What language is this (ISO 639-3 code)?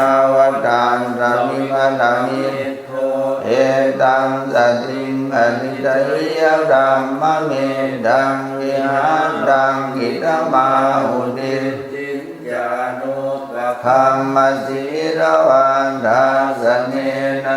pli